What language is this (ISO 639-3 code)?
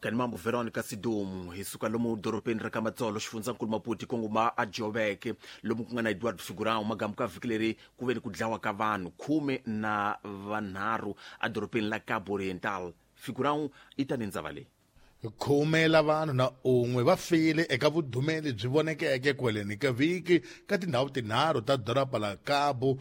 tso